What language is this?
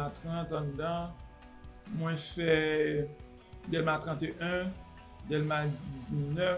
Haitian Creole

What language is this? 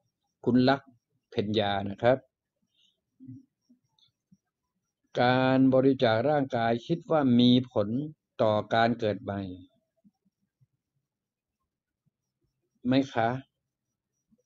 Thai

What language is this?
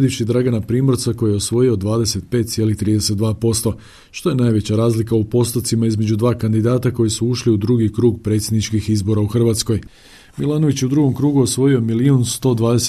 Croatian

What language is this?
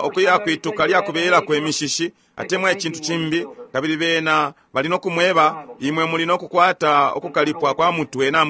Bemba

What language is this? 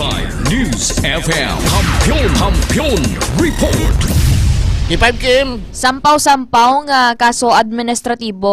Hiligaynon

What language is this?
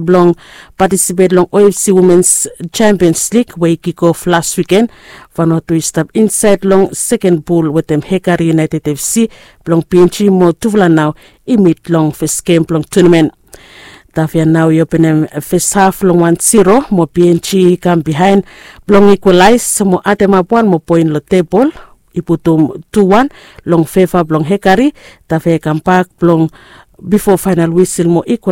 Bislama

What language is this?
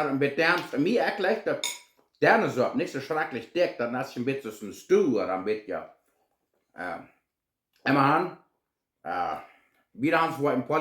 Plautdietsch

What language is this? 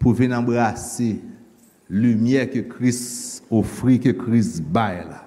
Haitian Creole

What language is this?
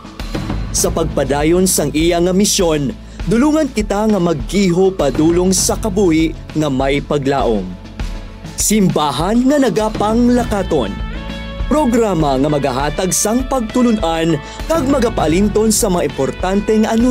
Hiligaynon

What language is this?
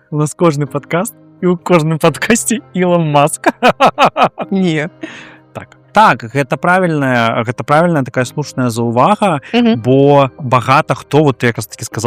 Belarusian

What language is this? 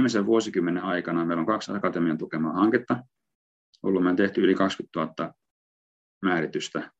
Finnish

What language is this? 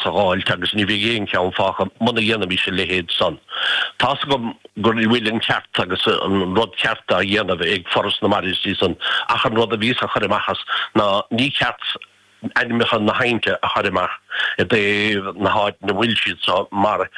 Irish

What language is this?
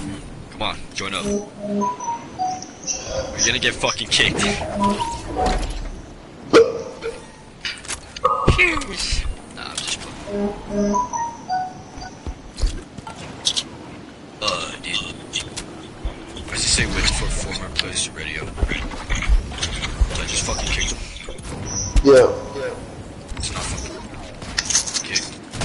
English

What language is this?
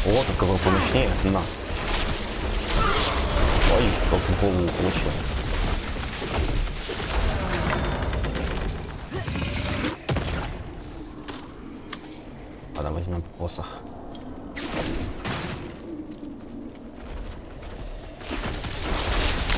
Russian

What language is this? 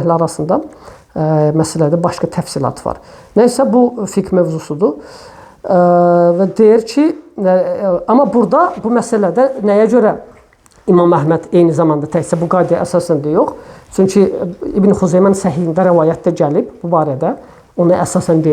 Azerbaijani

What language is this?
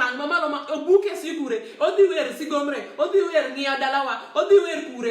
Luo (Kenya and Tanzania)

